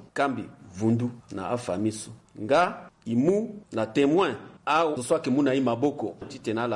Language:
Sango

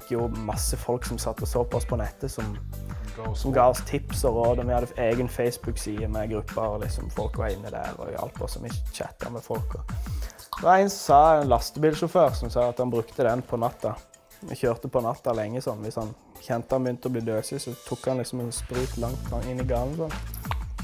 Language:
Norwegian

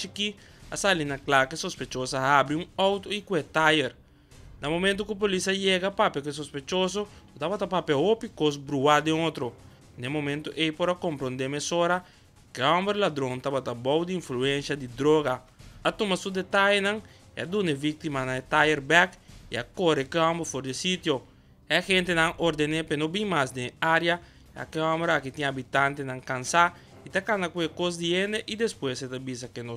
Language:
Papiamento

